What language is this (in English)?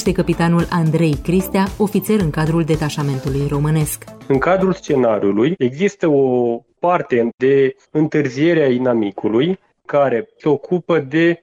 Romanian